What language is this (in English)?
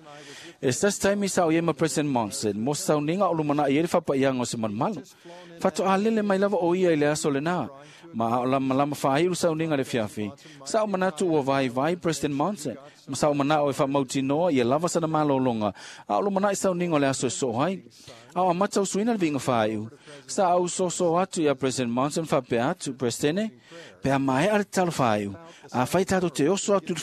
Samoan